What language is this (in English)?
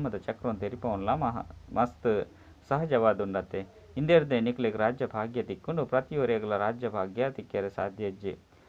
Tulu